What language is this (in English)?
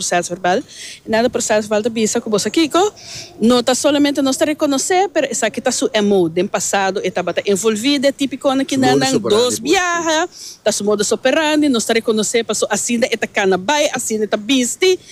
Papiamento